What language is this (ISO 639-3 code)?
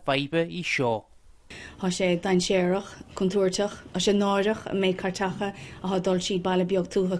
gle